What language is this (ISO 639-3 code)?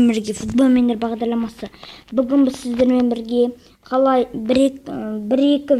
kaz